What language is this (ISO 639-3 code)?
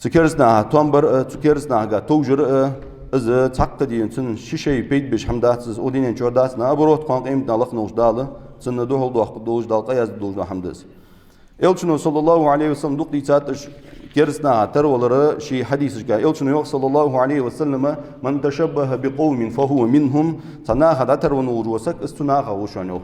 inh